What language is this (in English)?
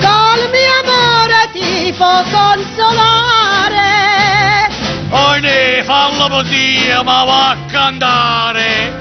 Neapolitan